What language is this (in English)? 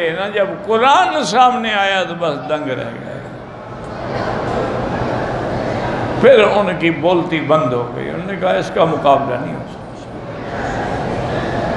Urdu